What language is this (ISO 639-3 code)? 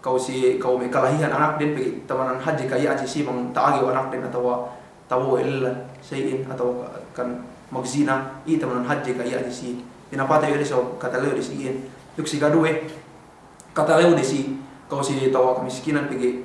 yka